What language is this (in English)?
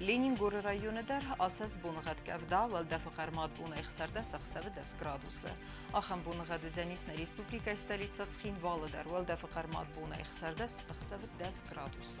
Ossetic